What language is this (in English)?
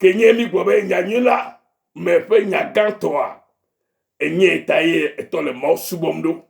Ewe